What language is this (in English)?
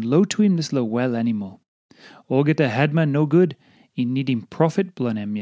Tok Pisin